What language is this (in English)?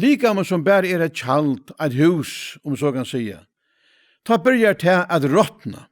Faroese